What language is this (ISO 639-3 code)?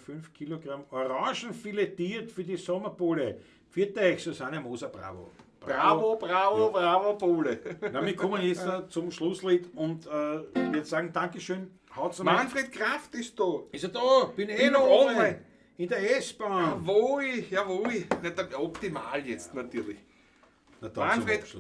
bar